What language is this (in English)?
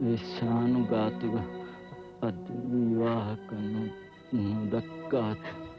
Divehi